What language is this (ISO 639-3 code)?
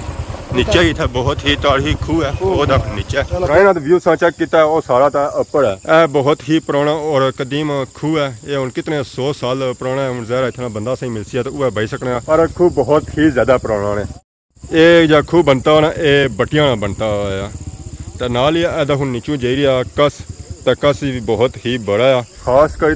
phr